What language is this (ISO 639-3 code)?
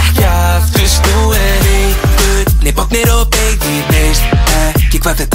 isl